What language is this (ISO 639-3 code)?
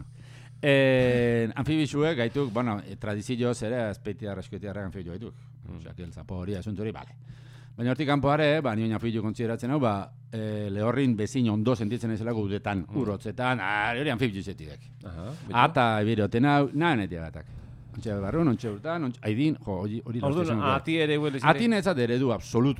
eus